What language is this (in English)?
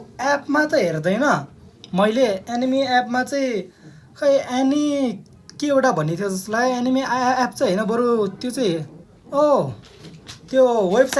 Nepali